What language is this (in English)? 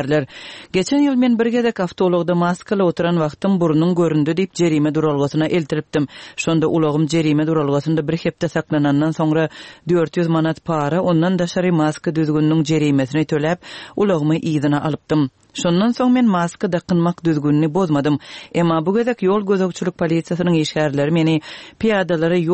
Turkmen